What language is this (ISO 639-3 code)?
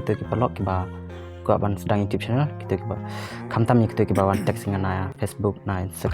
kha